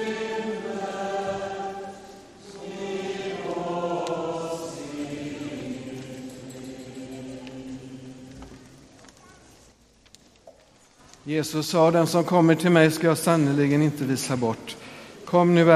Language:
Swedish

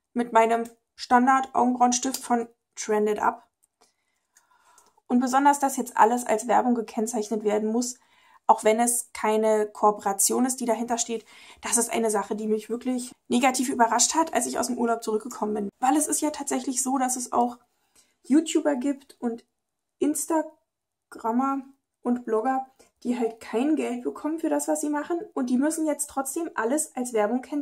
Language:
German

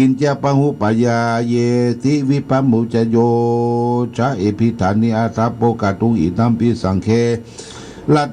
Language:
Pali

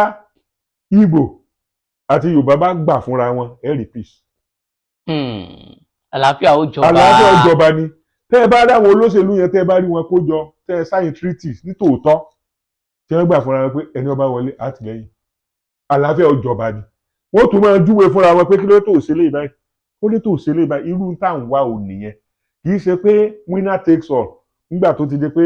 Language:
Yoruba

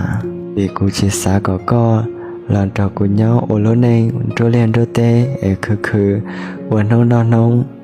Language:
Hmong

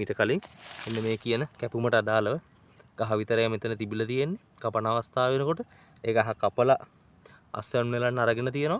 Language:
Sinhala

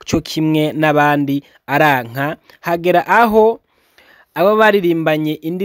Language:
Rundi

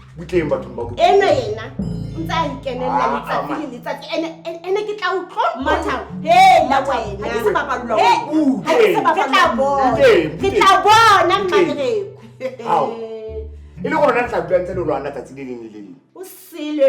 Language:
Southern Sotho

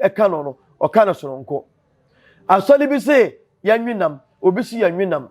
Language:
Akan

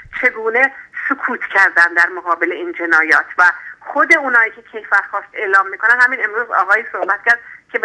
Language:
Persian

